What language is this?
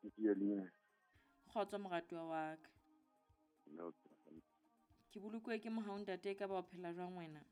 Southern Sotho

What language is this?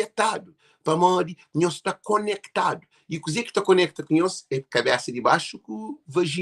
Kabuverdianu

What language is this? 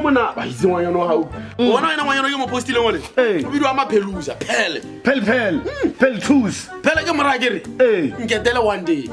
Tswana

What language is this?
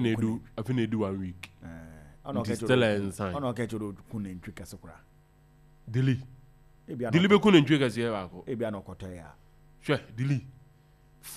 Akan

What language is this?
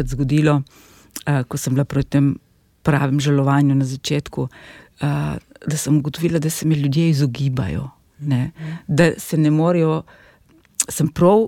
Slovenian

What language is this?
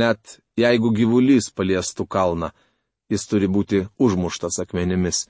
Lithuanian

